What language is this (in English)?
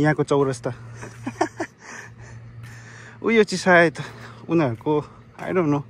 Nepali